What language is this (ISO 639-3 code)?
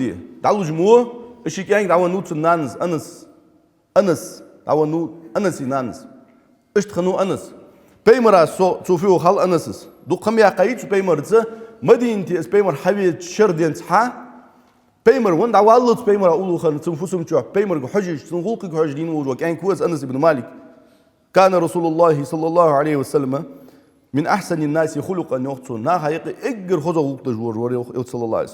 inh